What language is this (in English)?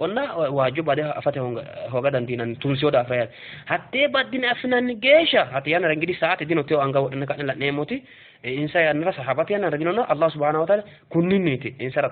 Sidamo